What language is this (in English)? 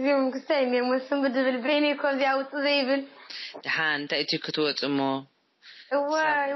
Tigrinya